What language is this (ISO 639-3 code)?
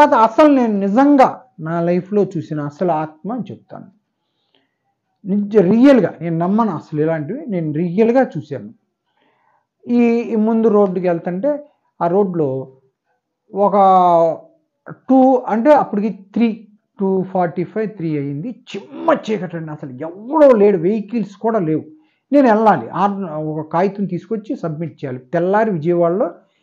tel